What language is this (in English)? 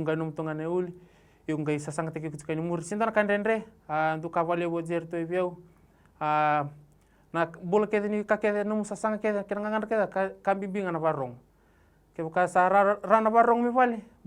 Fijian